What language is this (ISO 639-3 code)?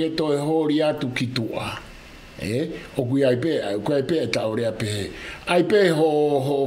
ton